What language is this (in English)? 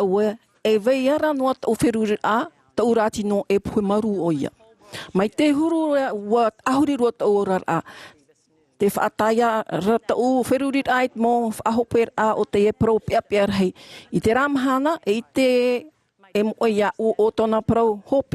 Tahitian